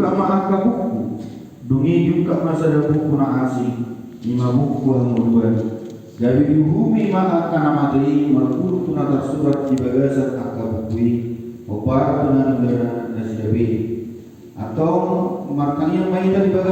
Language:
Batak Toba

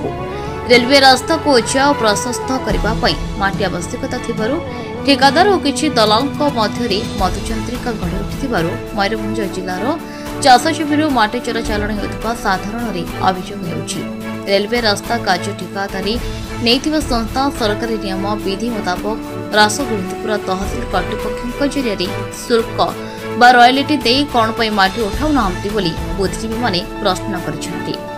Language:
Odia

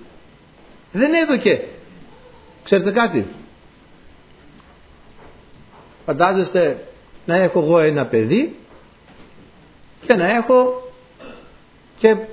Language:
Greek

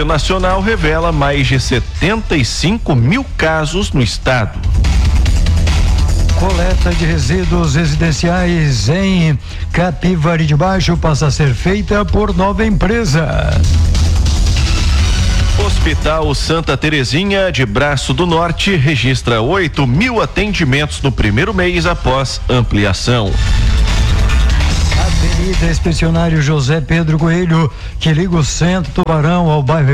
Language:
Portuguese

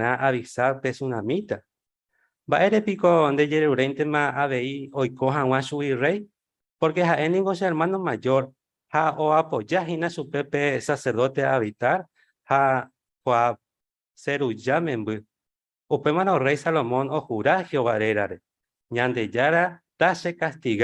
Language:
Guarani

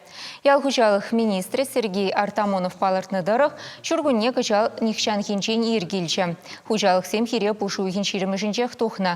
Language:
Chuvash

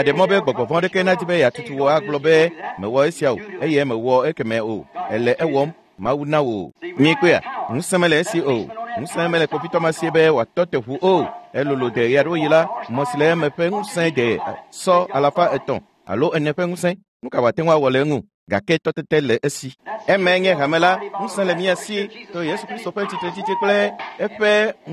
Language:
Ewe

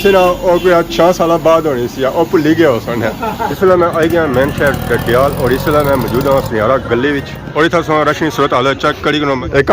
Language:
Pahari-Potwari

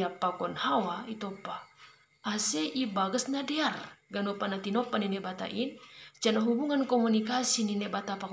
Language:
Batak Simalungun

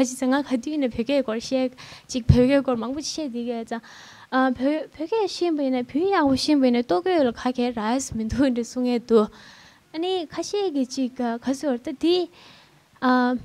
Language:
Tibetan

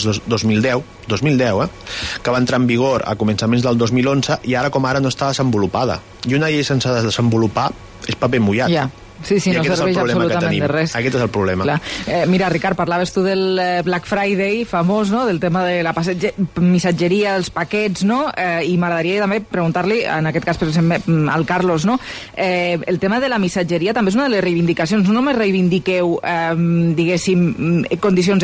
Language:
Catalan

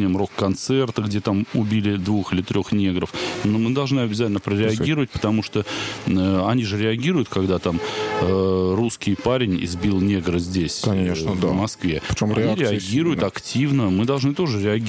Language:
Russian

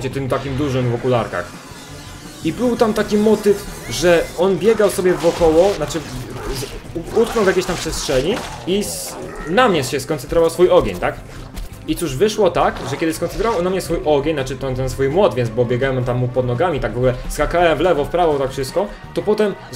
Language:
Polish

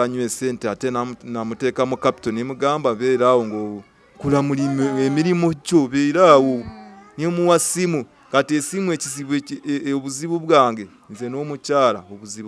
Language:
Ganda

